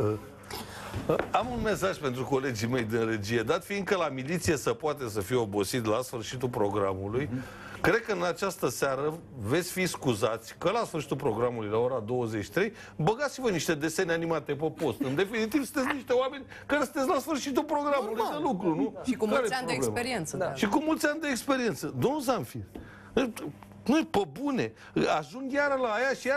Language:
Romanian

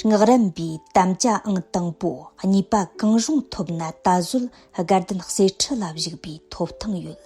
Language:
Tibetan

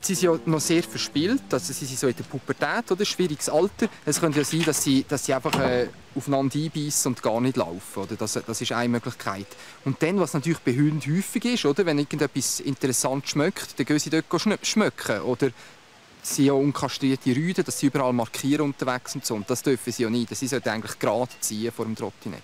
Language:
Swiss German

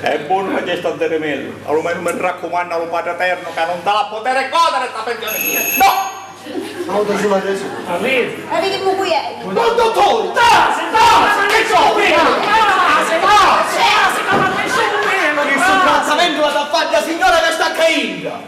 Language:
Sicilian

